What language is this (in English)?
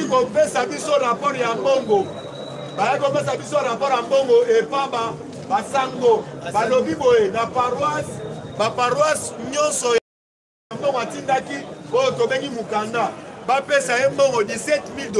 Lingala